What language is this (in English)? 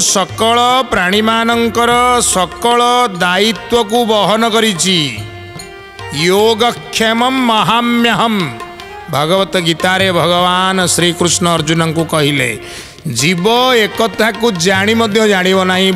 Odia